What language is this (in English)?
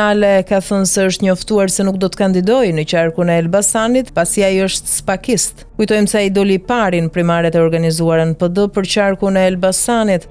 Albanian